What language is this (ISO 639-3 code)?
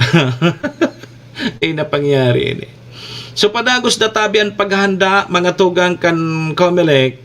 bik